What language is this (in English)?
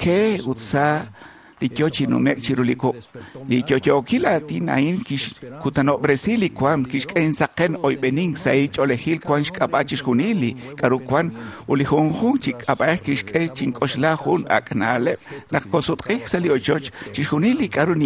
Kekchí